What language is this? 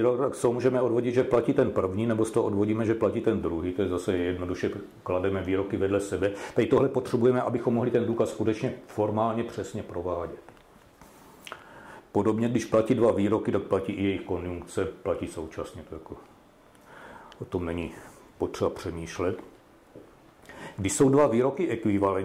Czech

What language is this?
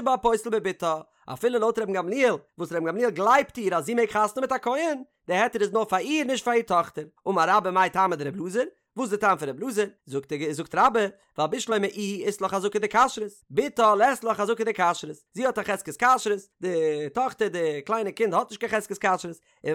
Yiddish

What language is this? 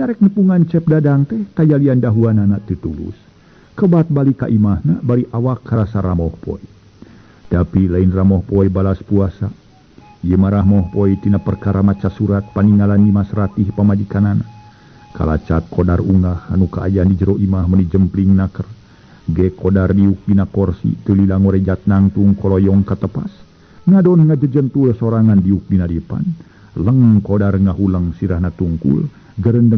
Sundanese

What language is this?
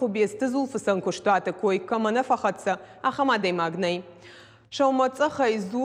Ossetic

